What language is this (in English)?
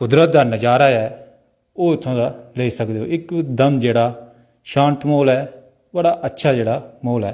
Dogri